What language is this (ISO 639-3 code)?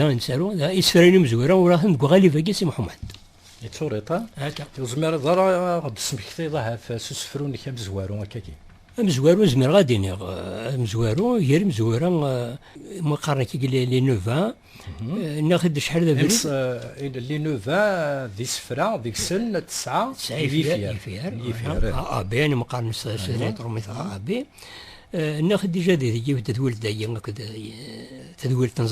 kab